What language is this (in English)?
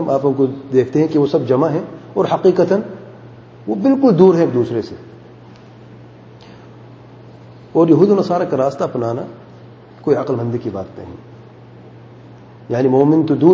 Urdu